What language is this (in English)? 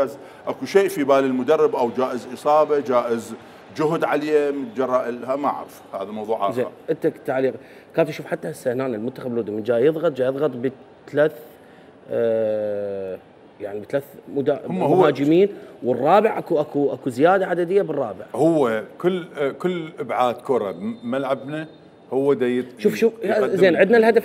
Mesopotamian Arabic